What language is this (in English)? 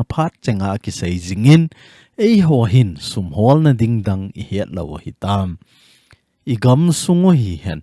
Thado Chin